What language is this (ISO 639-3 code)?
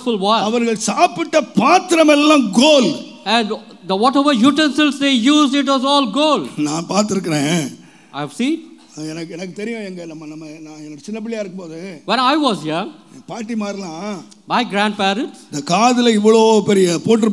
tam